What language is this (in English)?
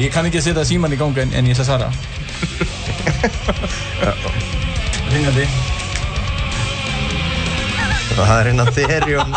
Icelandic